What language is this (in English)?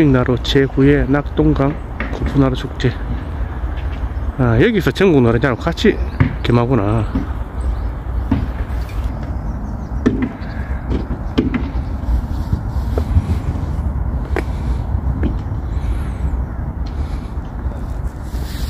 Korean